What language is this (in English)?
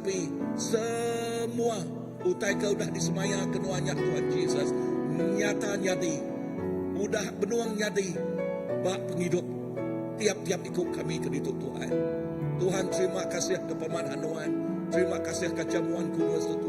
Iban